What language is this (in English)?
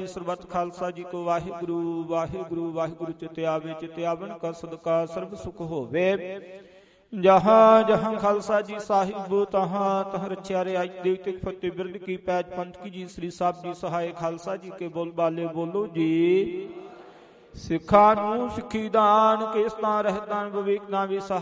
Punjabi